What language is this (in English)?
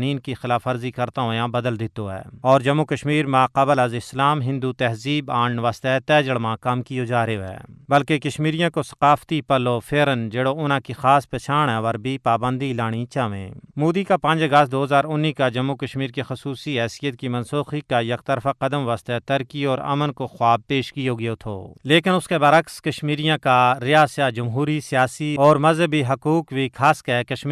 Gujari